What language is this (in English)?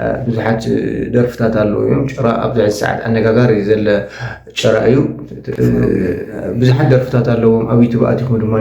Tigrinya